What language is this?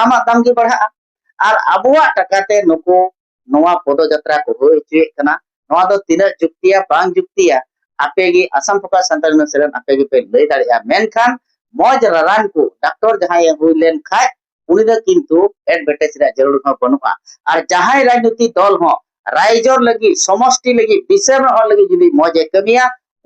Santali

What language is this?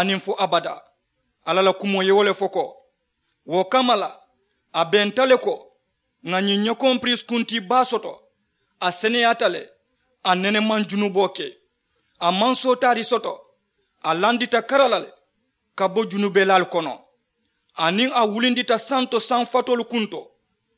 Mandingo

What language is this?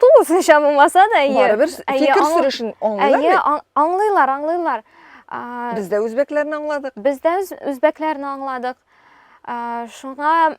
Tatar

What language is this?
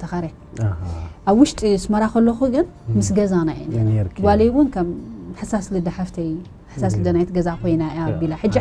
Tigrinya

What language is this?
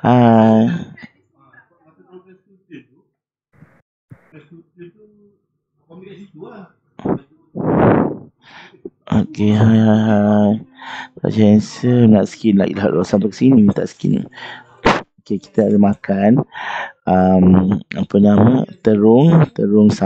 Malay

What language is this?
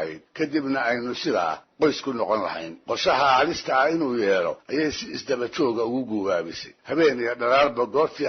Somali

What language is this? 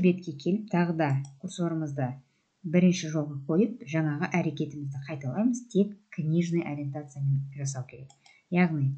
Kazakh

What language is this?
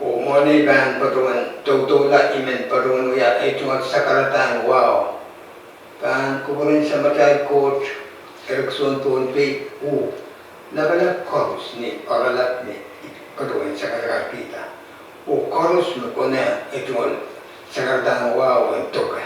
Pohnpeian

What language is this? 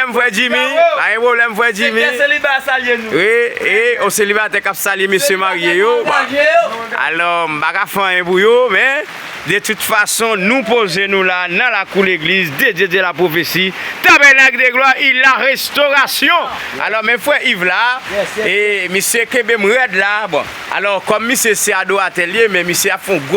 Haitian Creole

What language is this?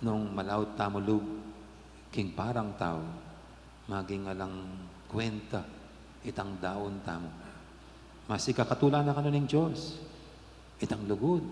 Pampanga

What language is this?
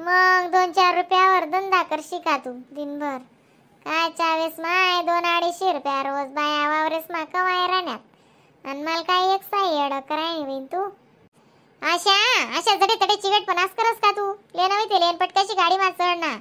Khandesi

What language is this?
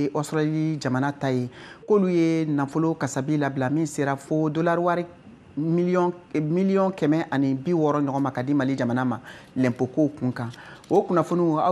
Bambara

